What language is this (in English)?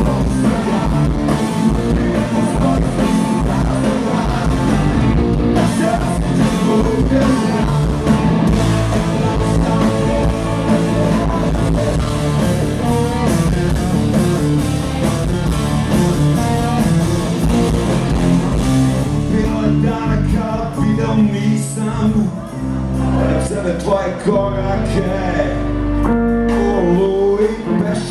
Serbian